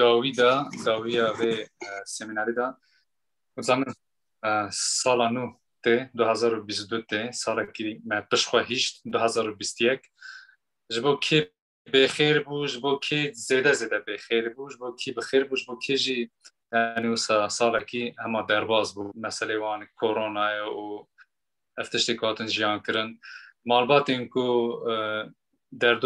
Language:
Kurdish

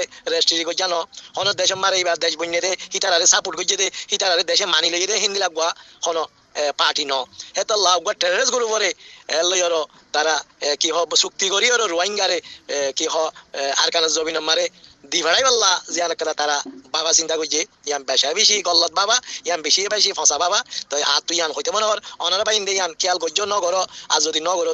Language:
Rohingya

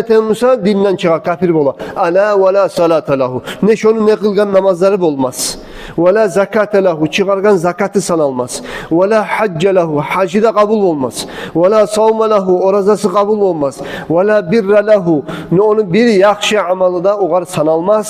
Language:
Kumyk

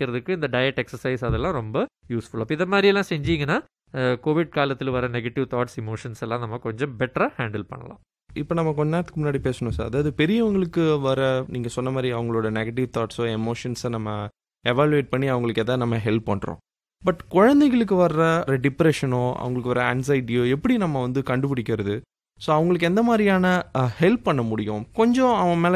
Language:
Tamil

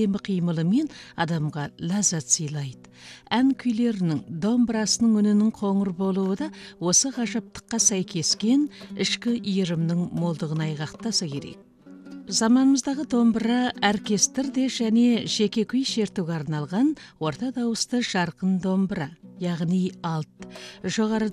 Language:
Kazakh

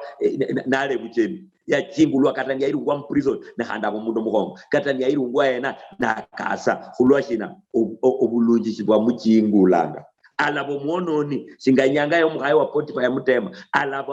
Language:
Luyia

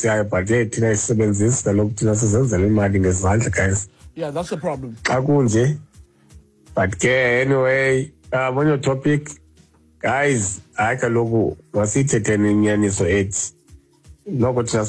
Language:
Xhosa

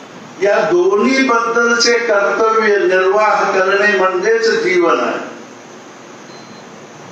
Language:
Marathi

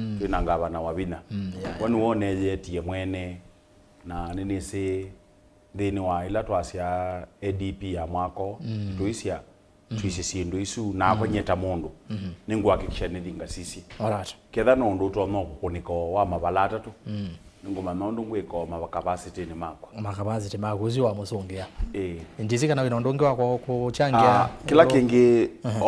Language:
Kamba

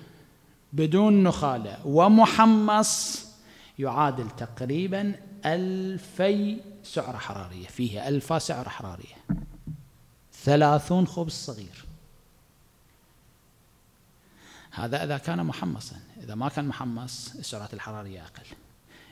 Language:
Arabic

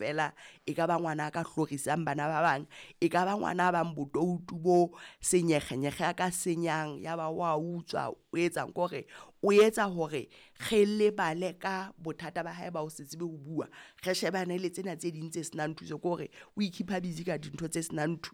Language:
Southern Sotho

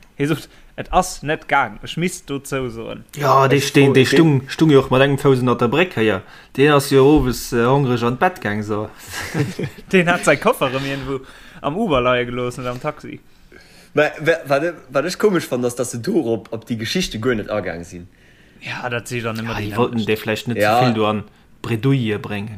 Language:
Luxembourgish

